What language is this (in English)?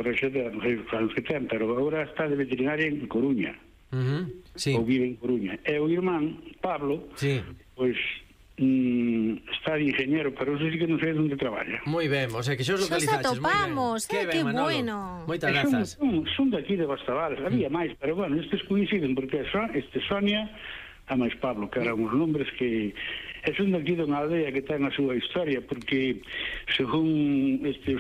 Galician